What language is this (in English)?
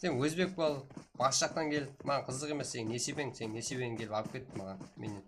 Kara-Kalpak